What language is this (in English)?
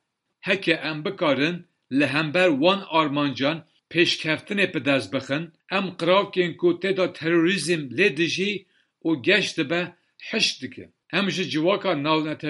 Kurdish